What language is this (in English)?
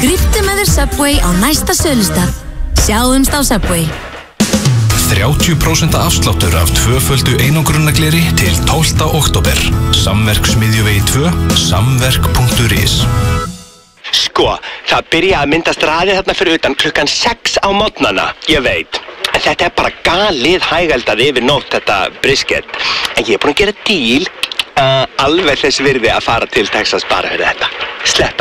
Icelandic